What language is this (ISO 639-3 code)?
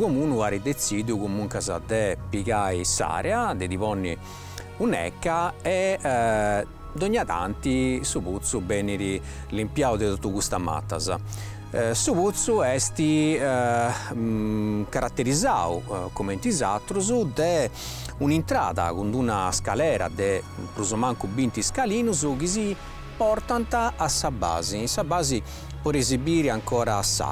srd